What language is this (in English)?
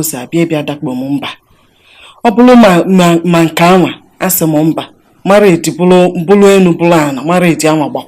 Igbo